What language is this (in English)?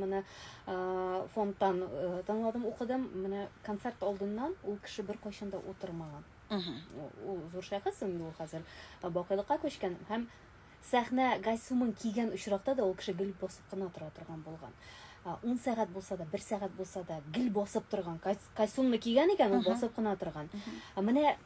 Tatar